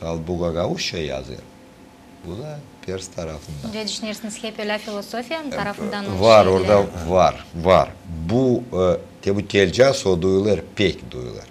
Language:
Gagauz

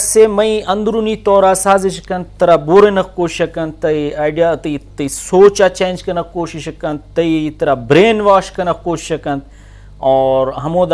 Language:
Eastern Balochi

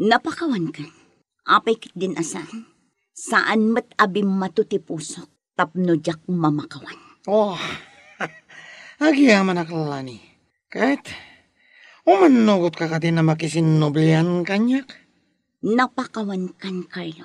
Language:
Iloko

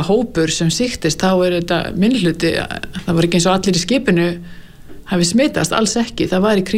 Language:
Icelandic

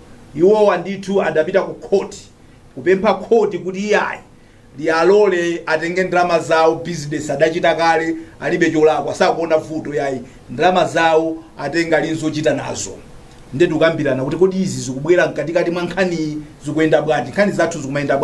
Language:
Nyanja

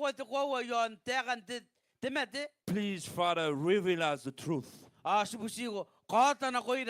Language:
Gilbertese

